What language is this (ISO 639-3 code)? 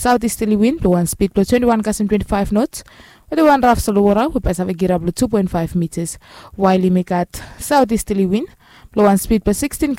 bis